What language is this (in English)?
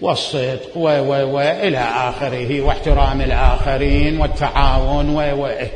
Mesopotamian Arabic